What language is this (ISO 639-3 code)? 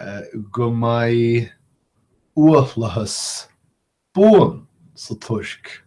gle